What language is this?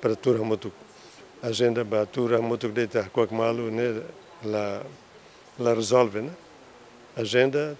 Tetum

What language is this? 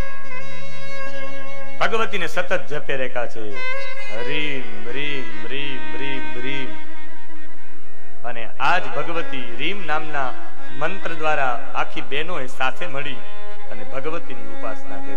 Gujarati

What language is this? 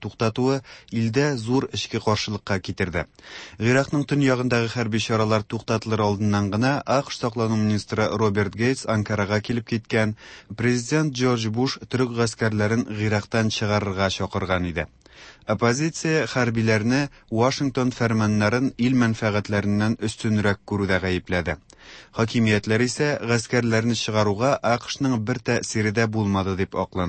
Tatar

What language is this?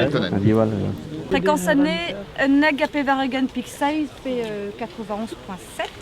Breton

